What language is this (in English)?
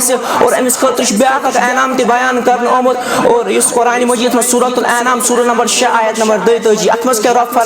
Kashmiri